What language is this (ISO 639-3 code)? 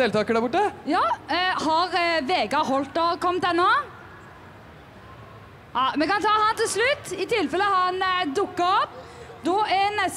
nor